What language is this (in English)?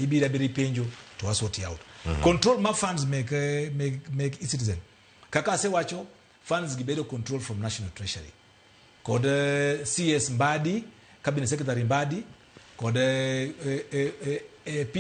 Luo (Kenya and Tanzania)